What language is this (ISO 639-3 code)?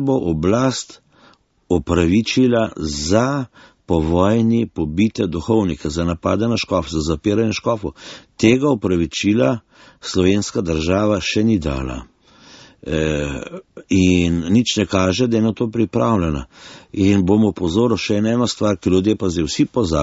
slv